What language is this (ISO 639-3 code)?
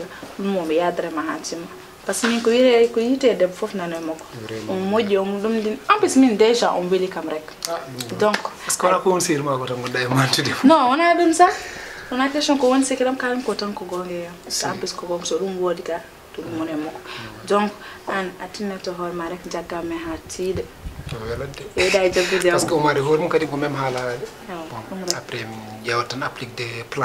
ful